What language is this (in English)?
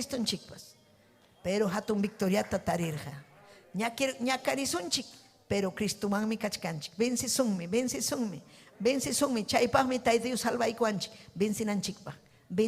Ayacucho Quechua